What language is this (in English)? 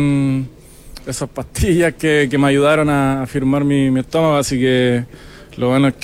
Spanish